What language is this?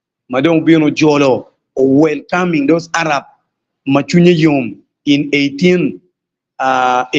Acoli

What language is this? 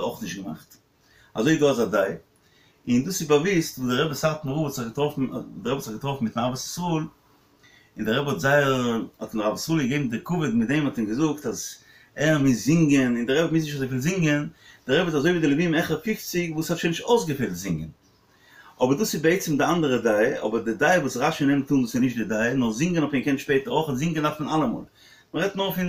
Yiddish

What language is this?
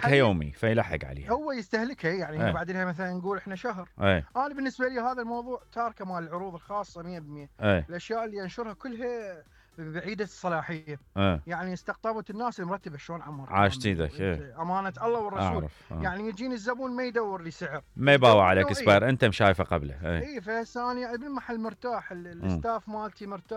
Mesopotamian Arabic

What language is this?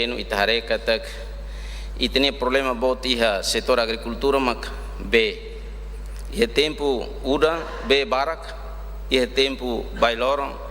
Tetum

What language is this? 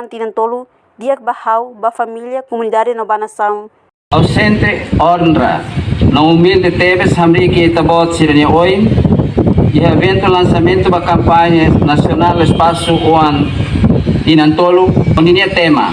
Tetum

